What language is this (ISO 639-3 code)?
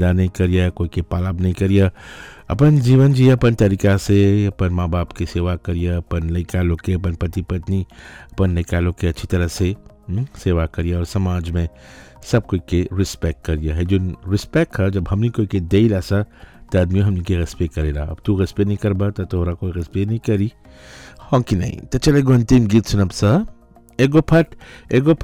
bho